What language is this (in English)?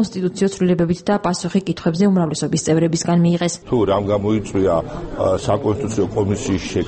Georgian